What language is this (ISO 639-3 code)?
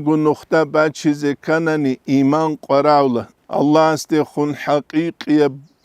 ava